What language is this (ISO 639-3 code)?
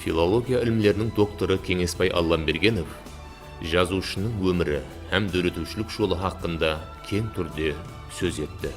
kaa